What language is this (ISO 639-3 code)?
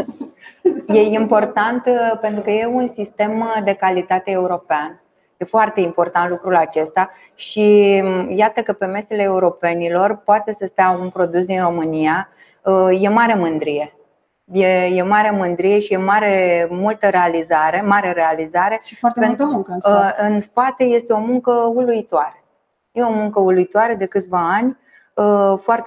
ron